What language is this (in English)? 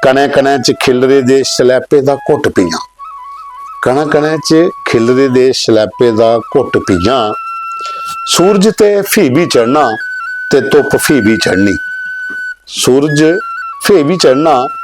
Dogri